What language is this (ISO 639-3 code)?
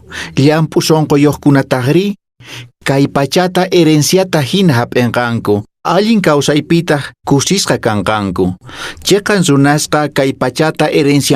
que